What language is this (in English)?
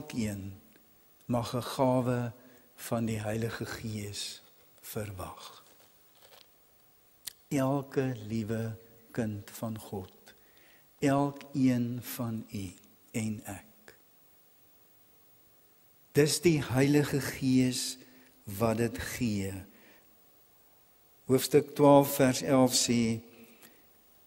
Afrikaans